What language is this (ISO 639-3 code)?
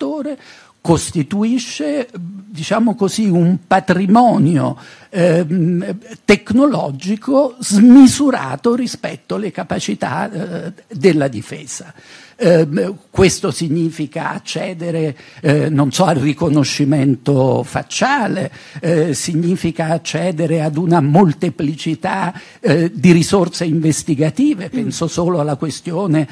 ita